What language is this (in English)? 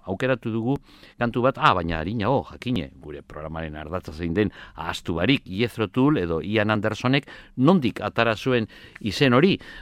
Basque